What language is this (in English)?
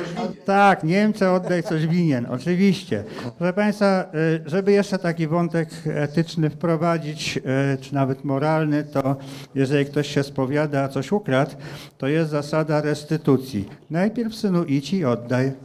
Polish